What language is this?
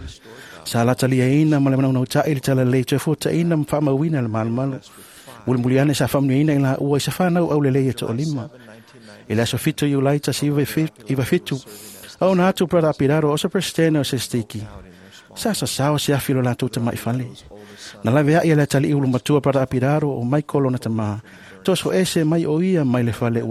Samoan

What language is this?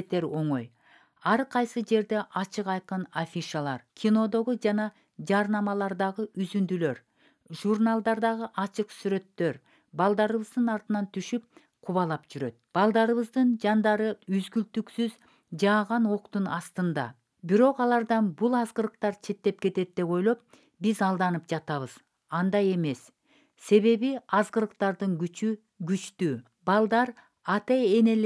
Kyrgyz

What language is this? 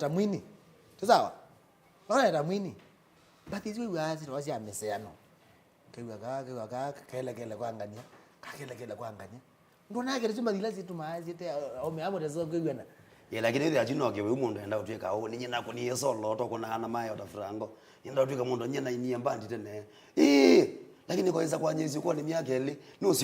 Kamba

